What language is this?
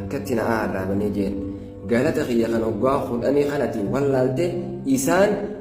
Oromo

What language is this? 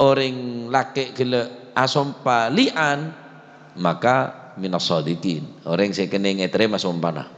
Madurese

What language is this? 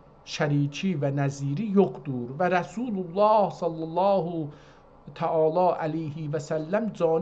South Azerbaijani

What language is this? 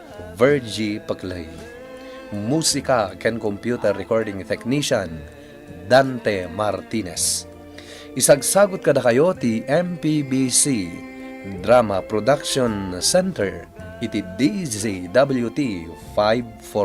Iloko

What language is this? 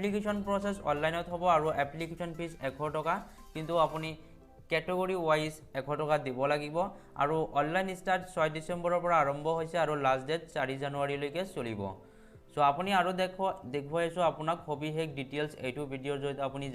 Assamese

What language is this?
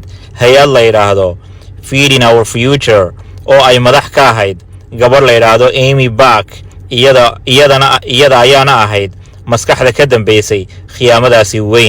Somali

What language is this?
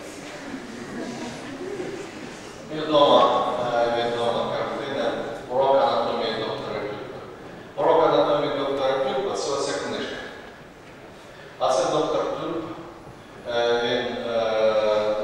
Ukrainian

